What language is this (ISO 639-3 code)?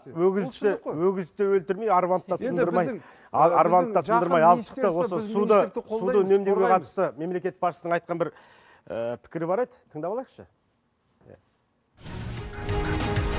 kaz